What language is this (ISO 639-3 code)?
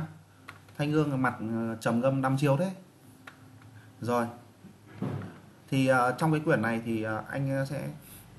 vie